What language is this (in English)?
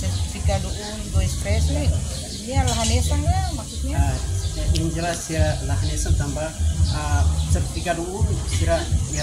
Tetum